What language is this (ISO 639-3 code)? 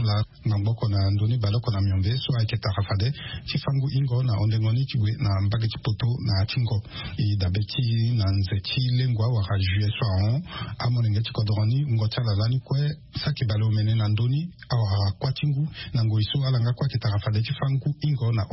sag